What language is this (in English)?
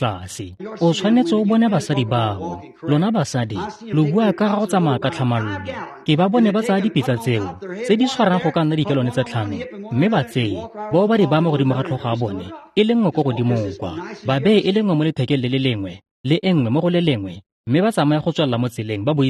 Tswana